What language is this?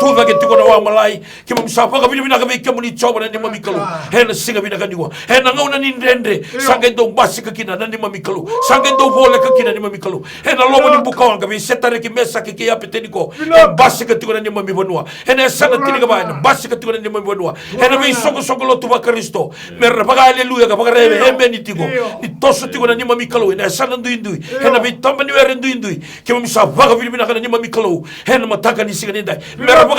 Fijian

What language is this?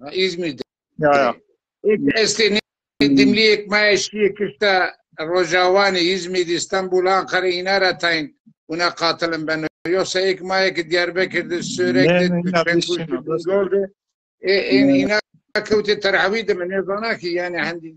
Zaza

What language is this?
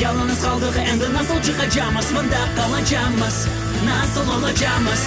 Crimean Tatar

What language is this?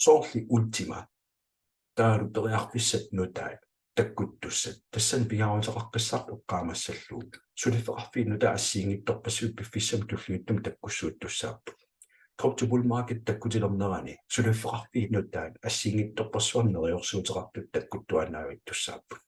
Kalaallisut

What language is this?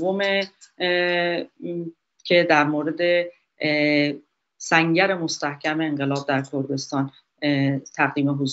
Persian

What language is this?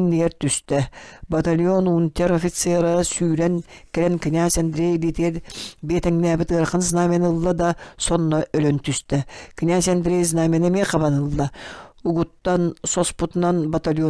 Yakut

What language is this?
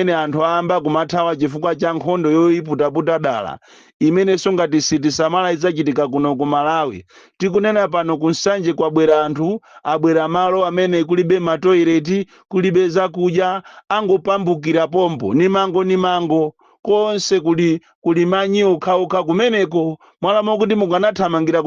Nyanja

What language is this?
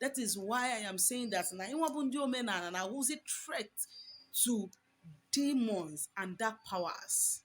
Igbo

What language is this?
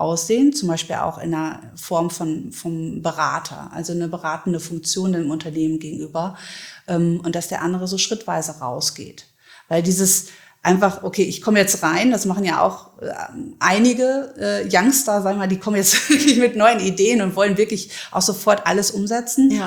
German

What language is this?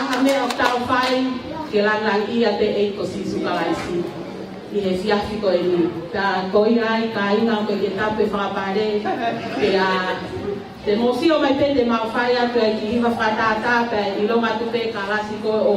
Tongan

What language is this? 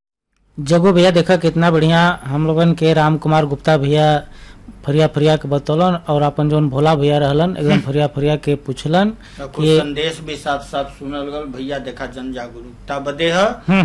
Bhojpuri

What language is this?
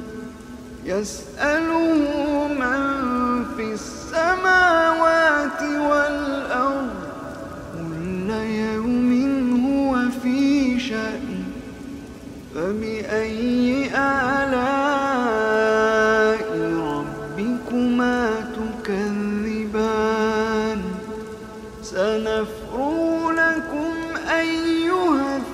Arabic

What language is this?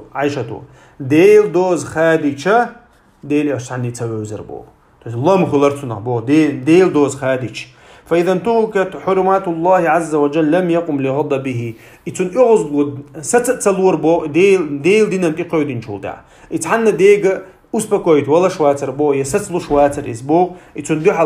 Chechen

